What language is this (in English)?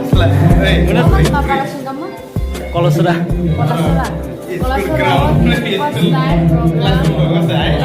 Kok Borok